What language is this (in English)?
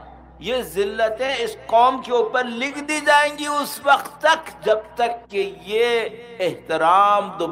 Urdu